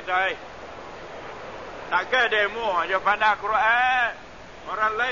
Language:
Malay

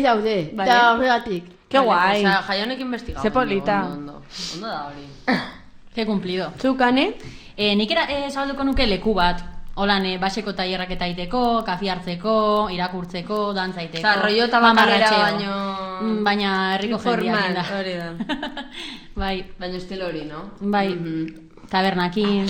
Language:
Basque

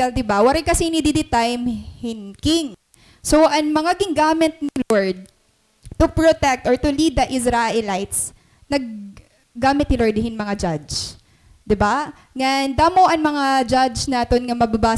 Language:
Waray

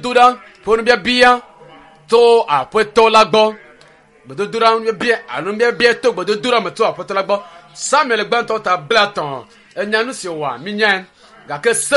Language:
Ewe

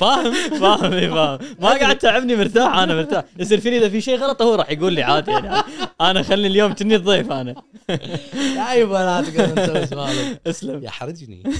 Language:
Gulf Arabic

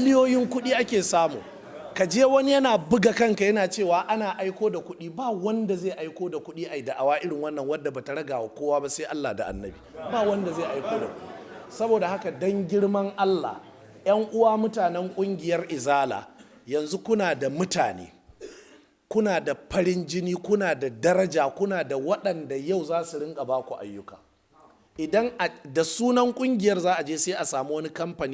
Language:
Hausa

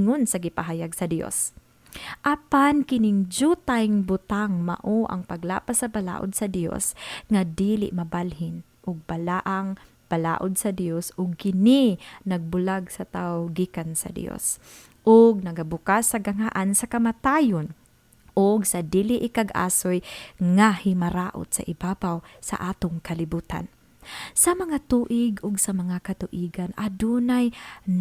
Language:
Cebuano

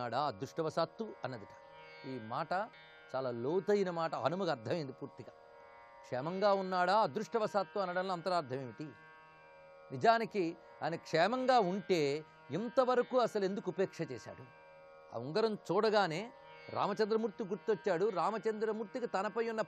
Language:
Telugu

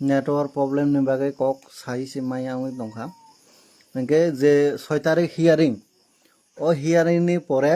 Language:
Kok Borok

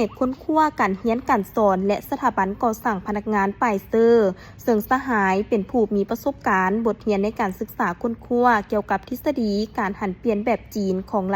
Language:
Lao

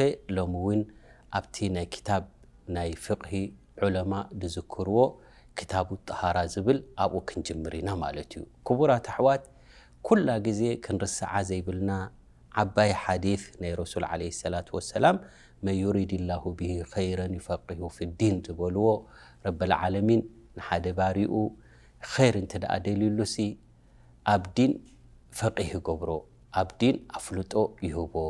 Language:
Tigrinya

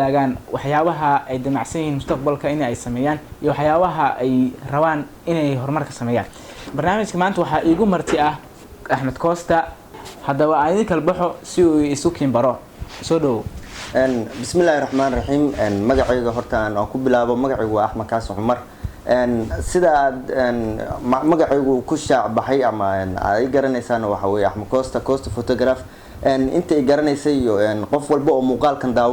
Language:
Somali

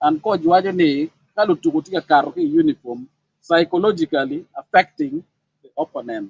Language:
Acoli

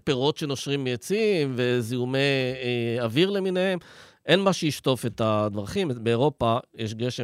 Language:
Hebrew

